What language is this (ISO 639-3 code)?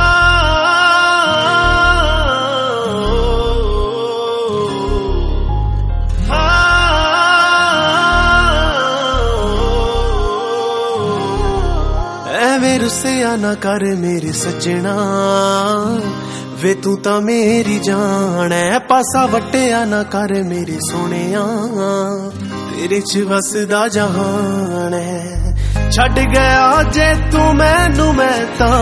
pan